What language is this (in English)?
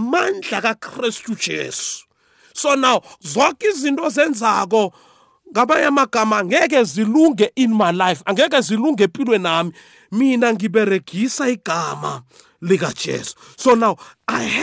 South Ndebele